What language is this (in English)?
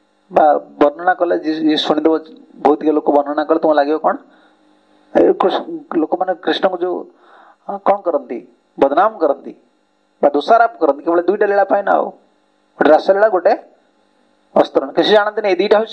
Odia